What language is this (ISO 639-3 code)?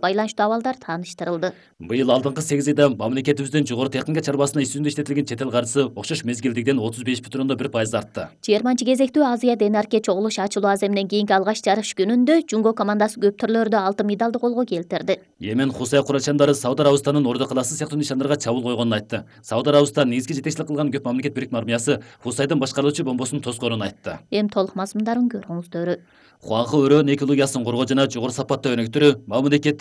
kir